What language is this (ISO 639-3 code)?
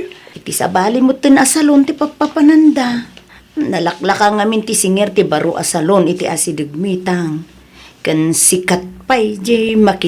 ilo